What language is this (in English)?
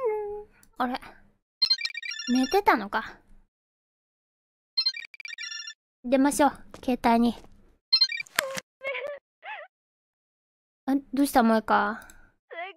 Japanese